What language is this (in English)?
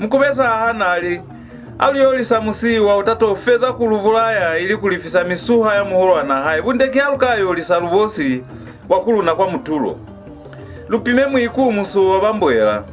Lozi